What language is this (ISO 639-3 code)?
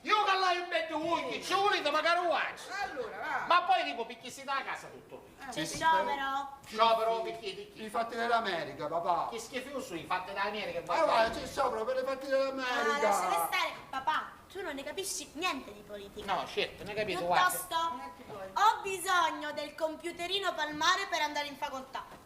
scn